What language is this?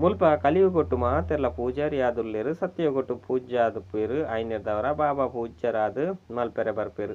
Tulu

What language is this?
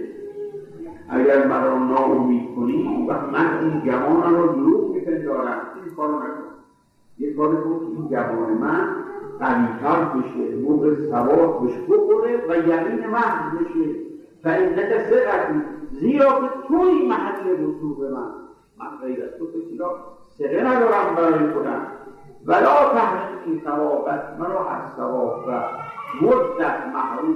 Persian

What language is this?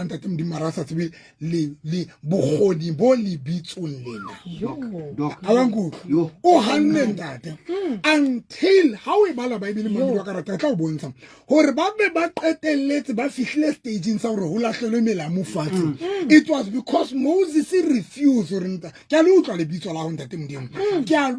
Southern Sotho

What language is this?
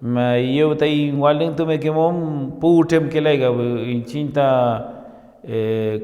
Mapuche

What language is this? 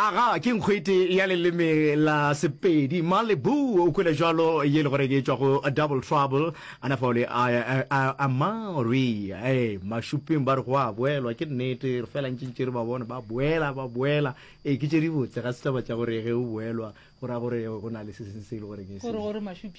Northern Sotho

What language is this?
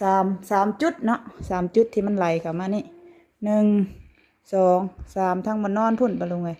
Lao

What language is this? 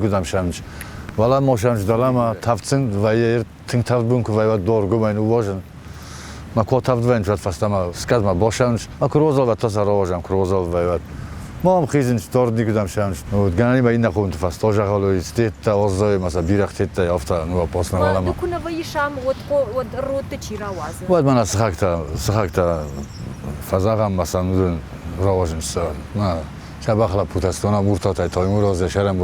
Ossetic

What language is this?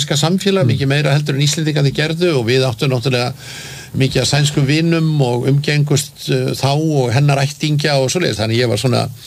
Icelandic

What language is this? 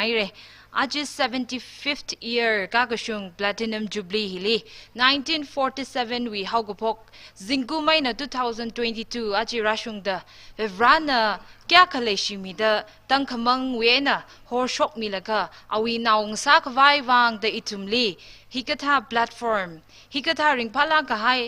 Tangkhul Naga (India)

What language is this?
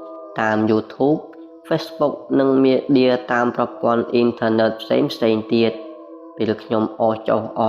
Khmer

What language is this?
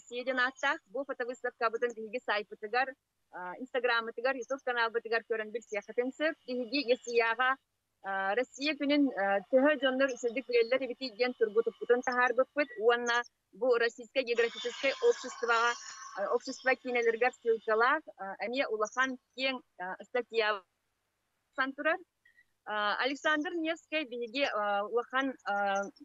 Yakut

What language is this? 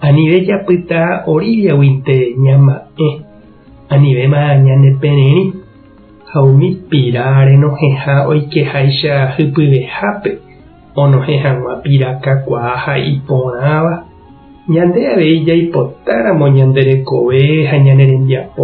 Guarani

